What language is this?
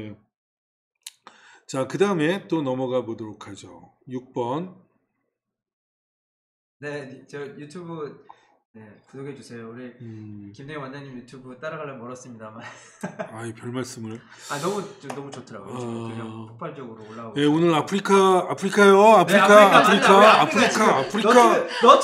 Korean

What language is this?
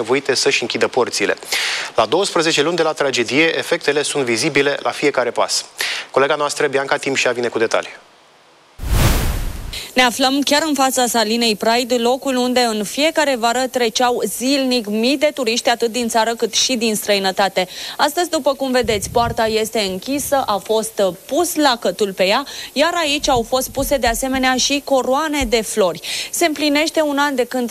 Romanian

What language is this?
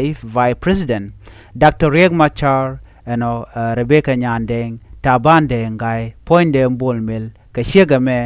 Nuer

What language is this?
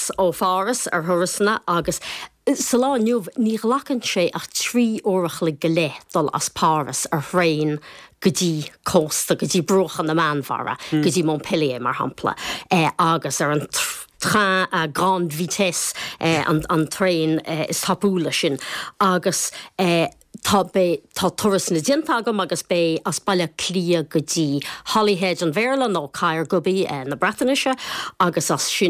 Irish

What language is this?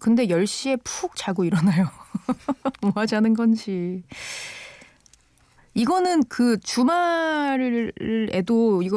Korean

